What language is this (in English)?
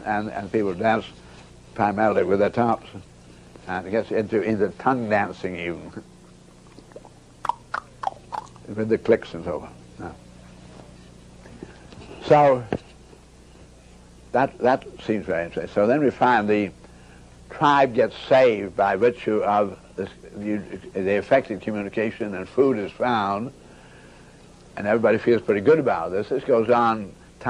English